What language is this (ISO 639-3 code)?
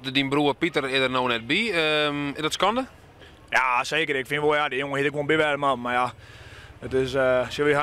fry